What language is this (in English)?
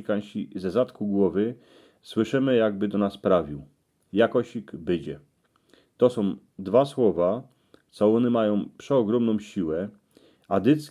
Silesian